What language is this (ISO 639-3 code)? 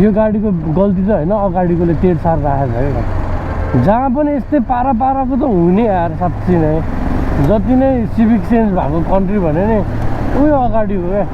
nep